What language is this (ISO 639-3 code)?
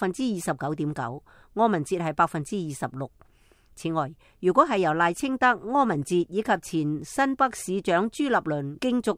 yue